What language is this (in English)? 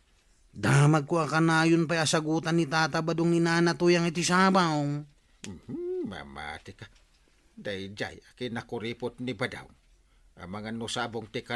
Iloko